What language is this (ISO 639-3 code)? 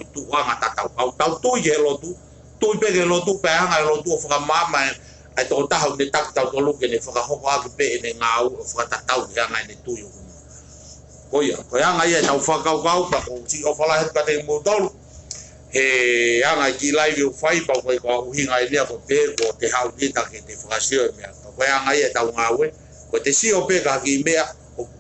ton